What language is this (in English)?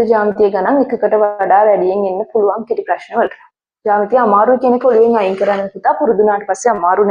Sinhala